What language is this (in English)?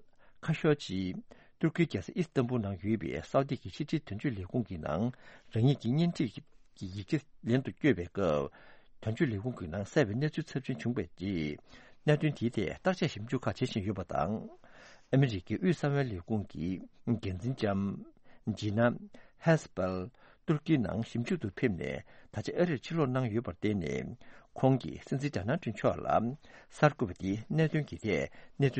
Tibetan